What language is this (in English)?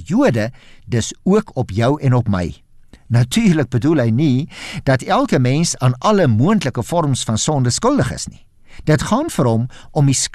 Afrikaans